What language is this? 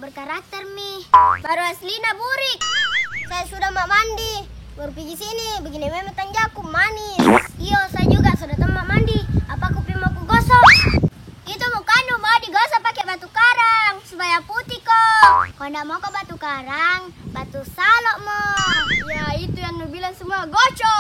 Makassar Malay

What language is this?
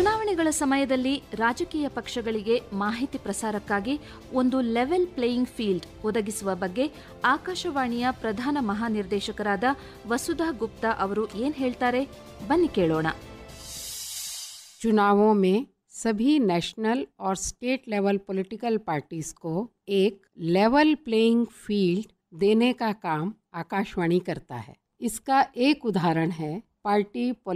Kannada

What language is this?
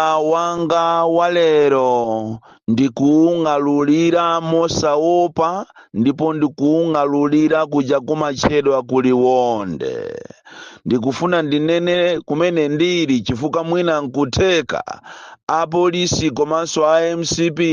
Nyanja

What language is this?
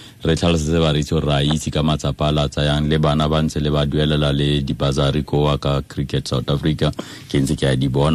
Tswana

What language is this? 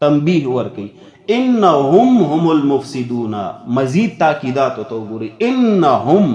Pashto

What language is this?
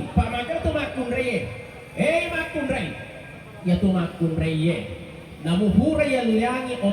Buginese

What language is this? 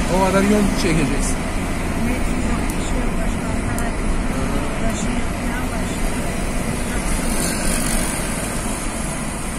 Turkish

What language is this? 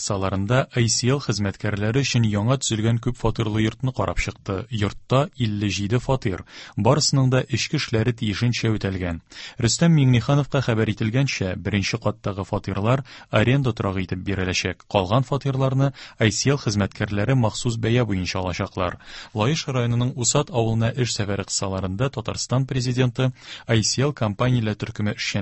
Tatar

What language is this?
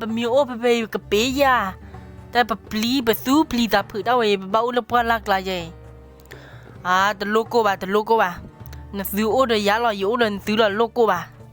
S'gaw Karen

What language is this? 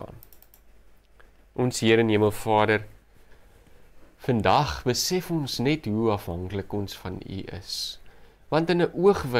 Afrikaans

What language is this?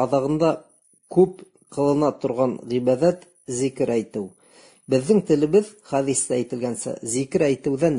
Bashkir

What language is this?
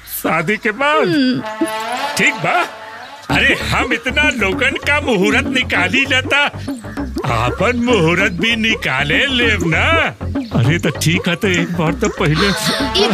Bhojpuri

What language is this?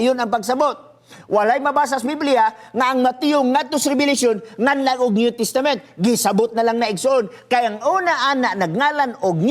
Cebuano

